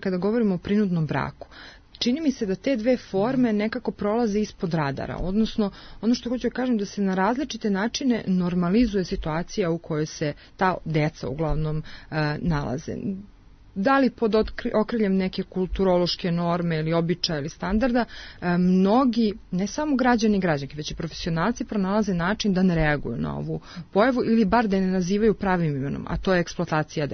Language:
Serbian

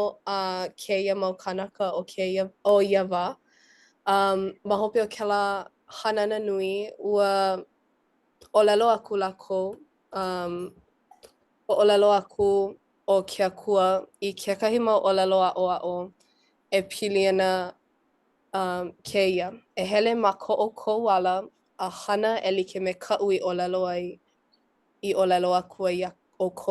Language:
Hawaiian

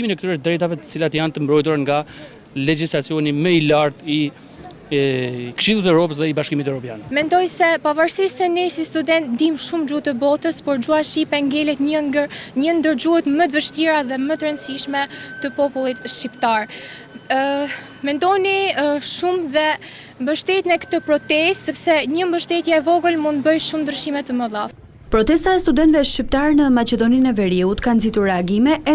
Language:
Albanian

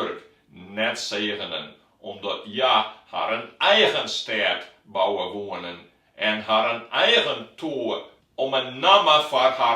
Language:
Western Frisian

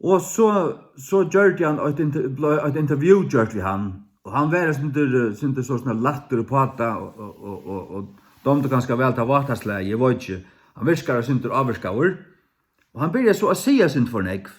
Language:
Faroese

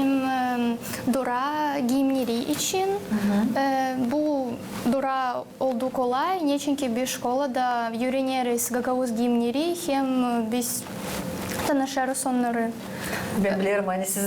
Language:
Gagauz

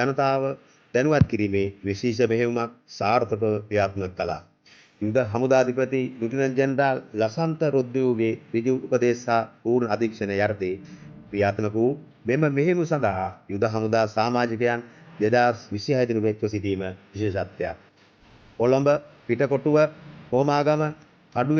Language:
Sinhala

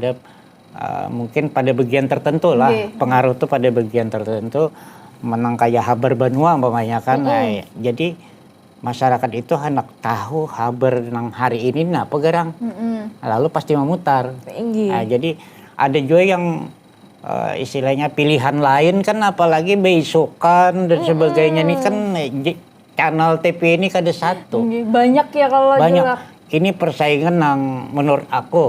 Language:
Banjar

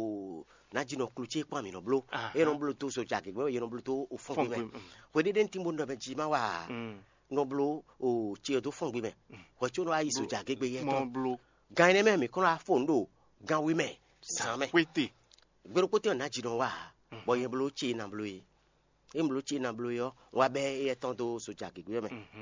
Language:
Fon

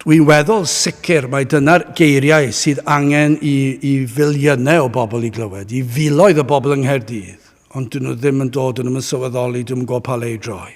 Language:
Welsh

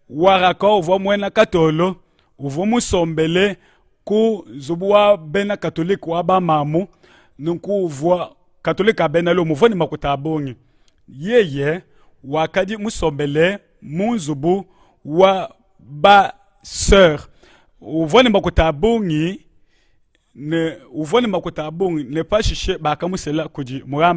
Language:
Luba-Lulua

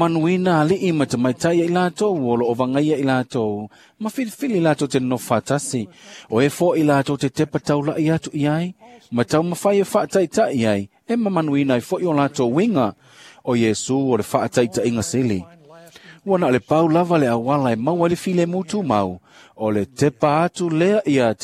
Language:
Samoan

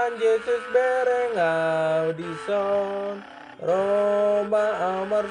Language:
Batak Toba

